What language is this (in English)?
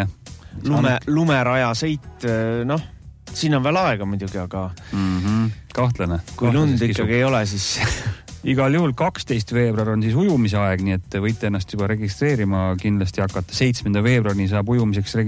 Estonian